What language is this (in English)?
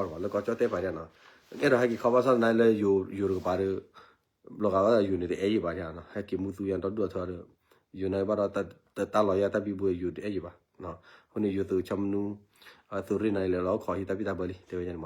S'gaw Karen